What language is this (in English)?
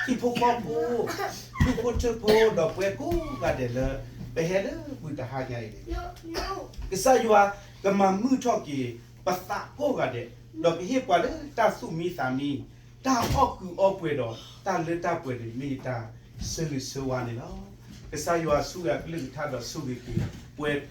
S'gaw Karen